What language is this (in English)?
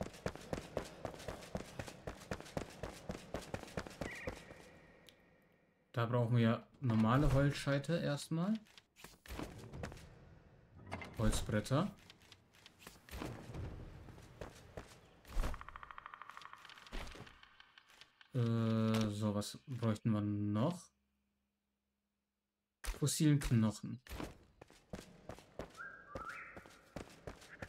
German